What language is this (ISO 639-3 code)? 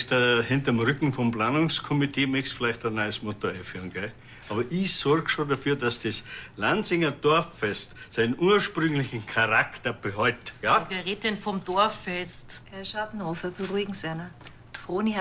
bar